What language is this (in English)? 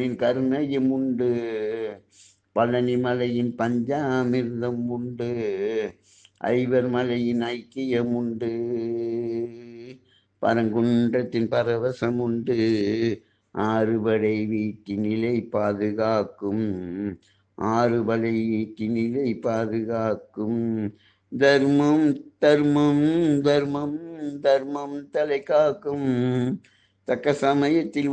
Tamil